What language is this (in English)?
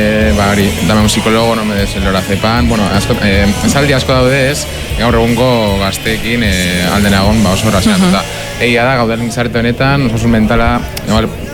Basque